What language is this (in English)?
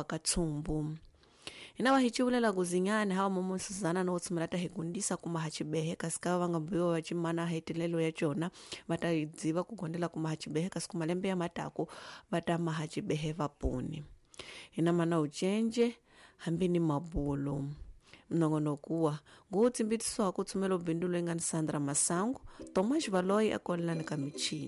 Tsonga